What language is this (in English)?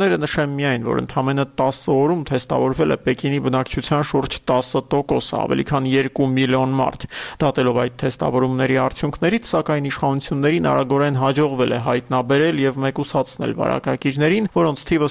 Armenian